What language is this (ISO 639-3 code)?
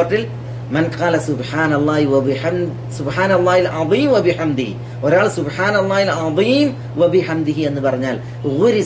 mal